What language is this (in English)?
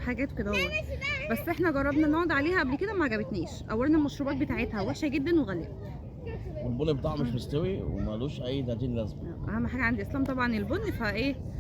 Egyptian Arabic